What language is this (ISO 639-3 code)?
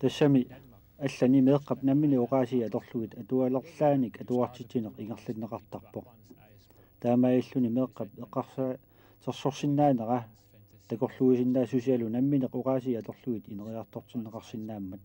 kal